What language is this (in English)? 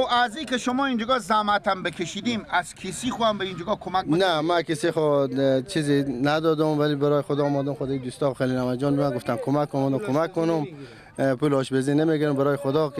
Persian